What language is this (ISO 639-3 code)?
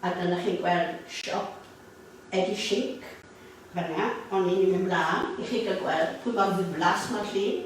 cym